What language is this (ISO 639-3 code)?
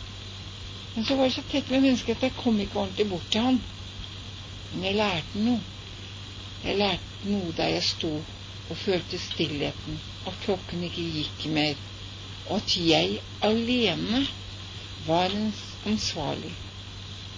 nor